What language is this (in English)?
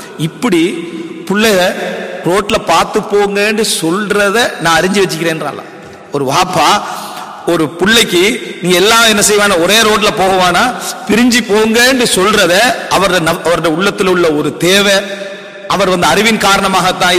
Tamil